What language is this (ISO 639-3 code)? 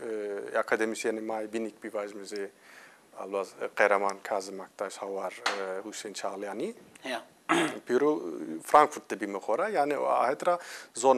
zza